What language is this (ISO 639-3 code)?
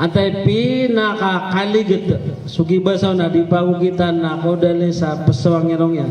mrw